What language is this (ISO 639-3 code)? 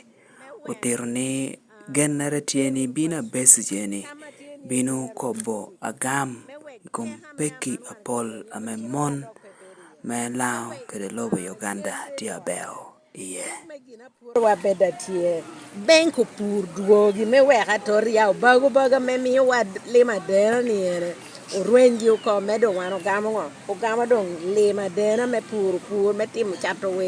laj